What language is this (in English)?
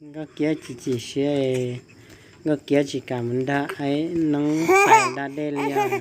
Hmong